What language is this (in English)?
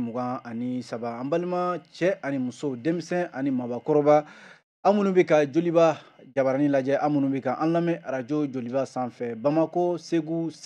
Bambara